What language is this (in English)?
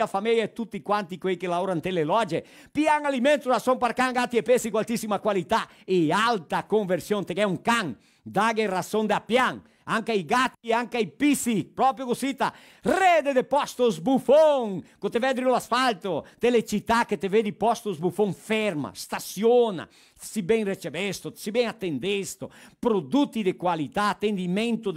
Venetian